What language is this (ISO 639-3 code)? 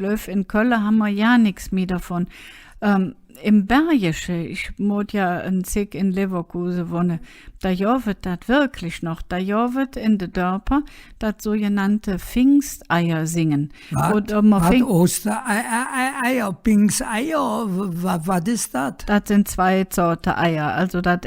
ksh